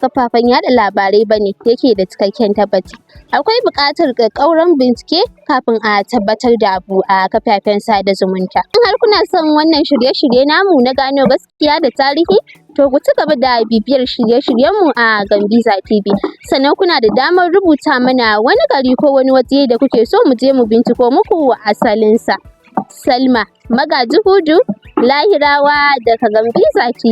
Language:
Hausa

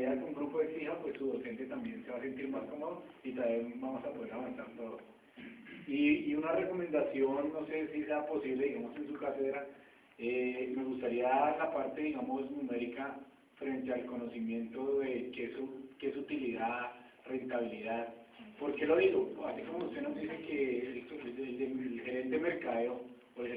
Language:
Spanish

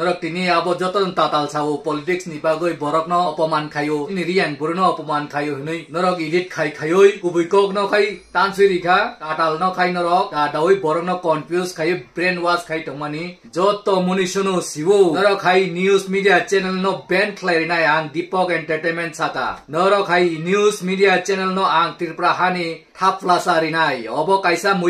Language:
Kok Borok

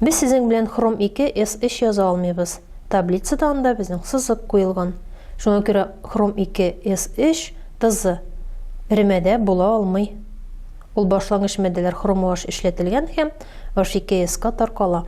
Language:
Tatar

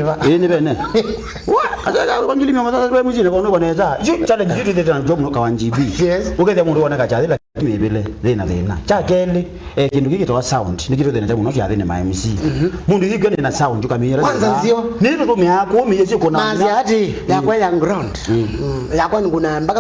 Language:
Kamba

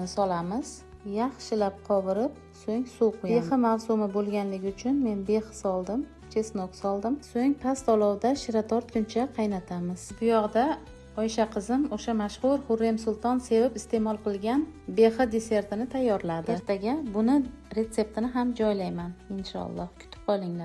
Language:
Uzbek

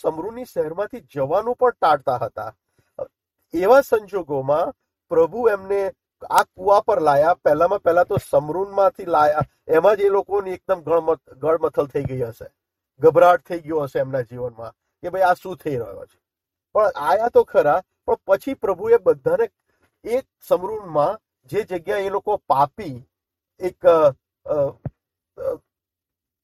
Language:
Gujarati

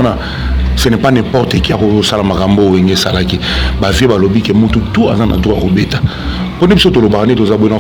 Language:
Lingala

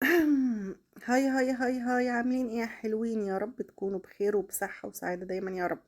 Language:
Egyptian Arabic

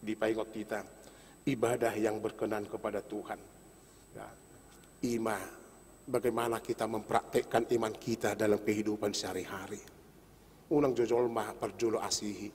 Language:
Batak Toba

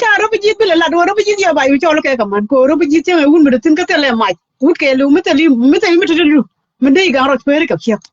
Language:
Nuer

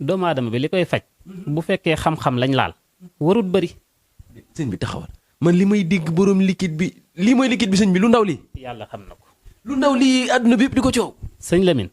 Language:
Wolof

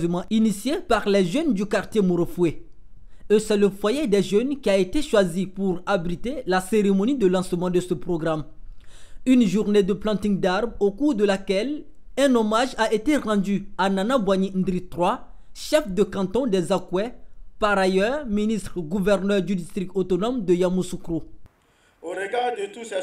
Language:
French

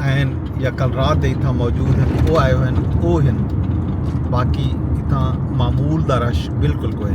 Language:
Saraiki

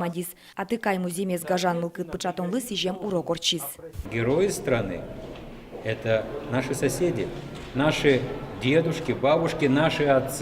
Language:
Udmurt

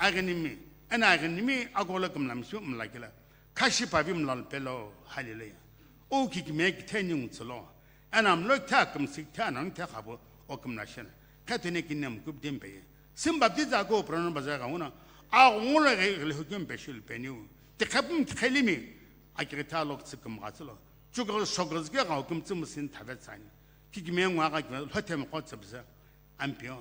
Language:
Sumi Naga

